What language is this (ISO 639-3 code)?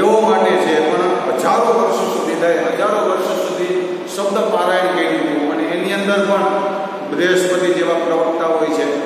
guj